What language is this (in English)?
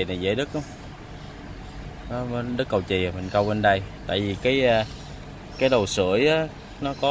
Vietnamese